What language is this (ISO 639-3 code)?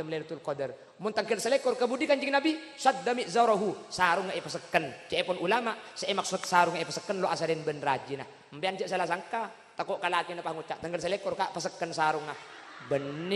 mad